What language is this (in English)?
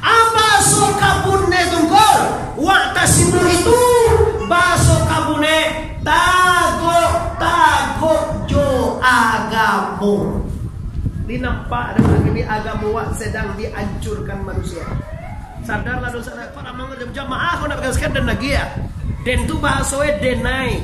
Minangkabau